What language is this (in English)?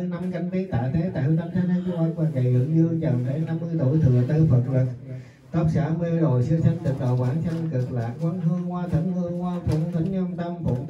Vietnamese